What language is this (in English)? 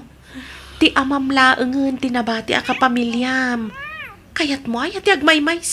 Iloko